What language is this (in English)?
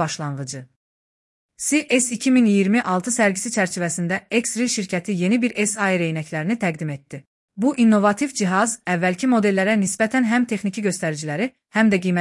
Azerbaijani